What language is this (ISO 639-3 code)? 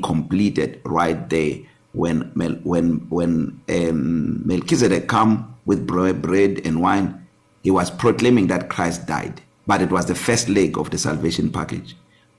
eng